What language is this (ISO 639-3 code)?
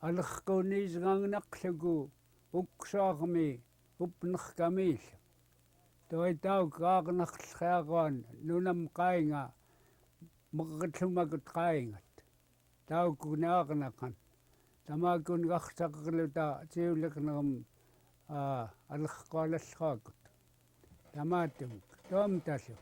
esu